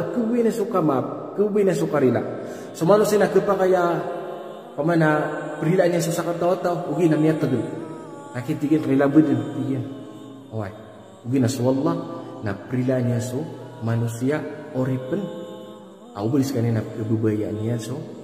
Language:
Maranao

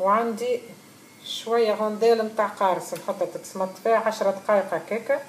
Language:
Tunisian Arabic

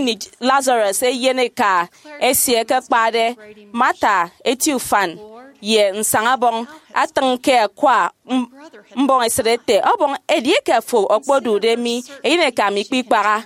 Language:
Efik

